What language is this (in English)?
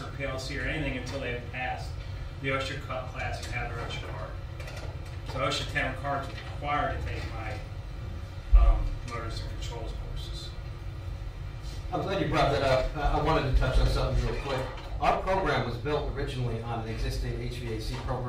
English